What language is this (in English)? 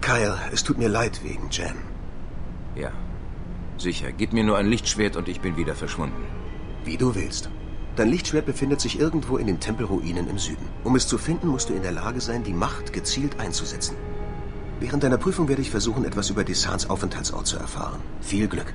Bavarian